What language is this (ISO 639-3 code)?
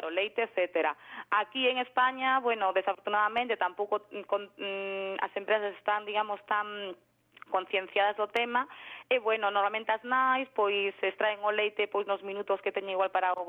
glg